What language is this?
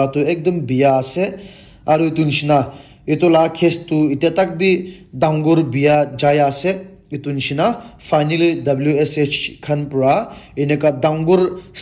Naga Pidgin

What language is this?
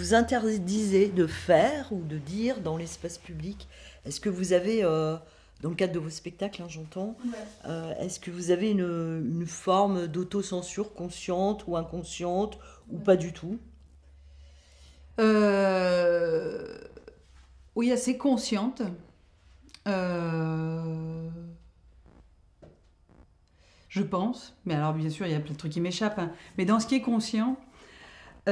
French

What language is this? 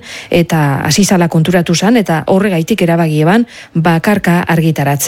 Basque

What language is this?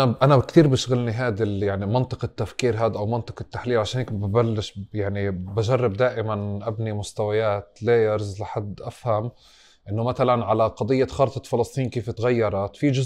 North Levantine Arabic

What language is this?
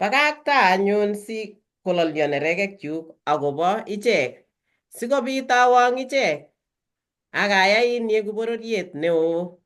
Kalenjin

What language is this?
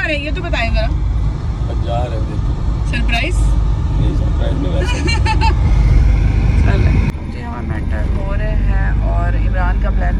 Hindi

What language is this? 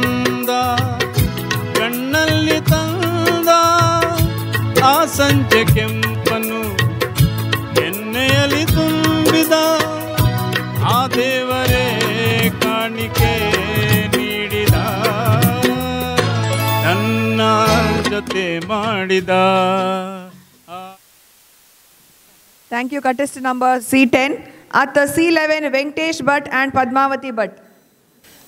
Kannada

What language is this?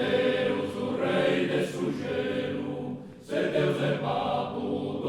Sardinian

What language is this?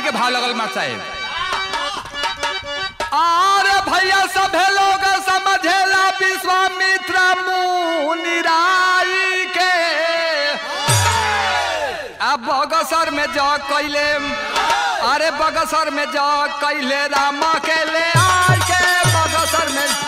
Bhojpuri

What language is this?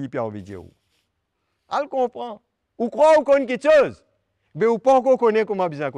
Morisyen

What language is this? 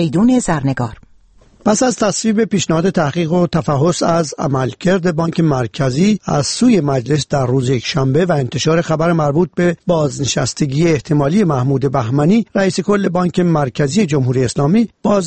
Persian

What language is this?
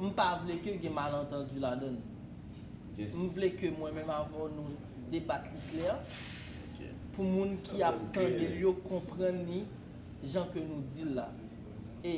Haitian Creole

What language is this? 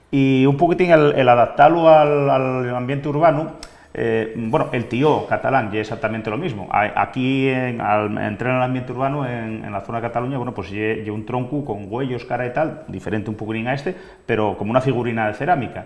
Asturian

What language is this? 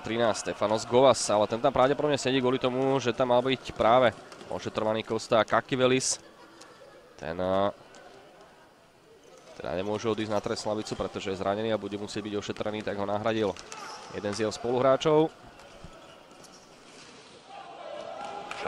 Slovak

